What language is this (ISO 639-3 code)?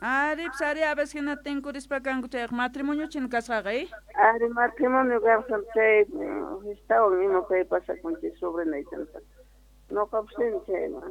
que